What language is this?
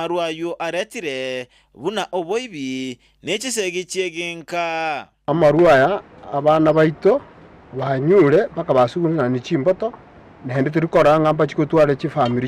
Gusii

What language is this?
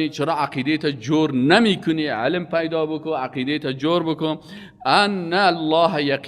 Persian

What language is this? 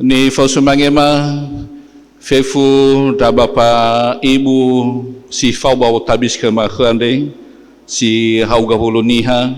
Nias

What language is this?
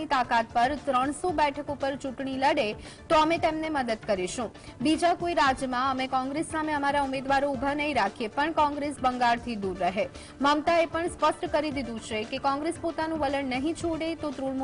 Gujarati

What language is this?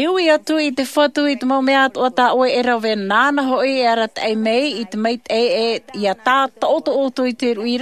Tahitian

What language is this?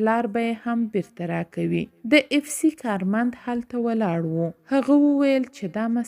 Pashto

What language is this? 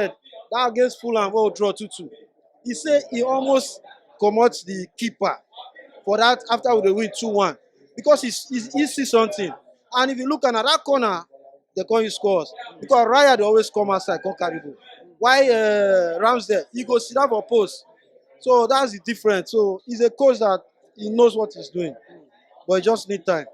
Nigerian Pidgin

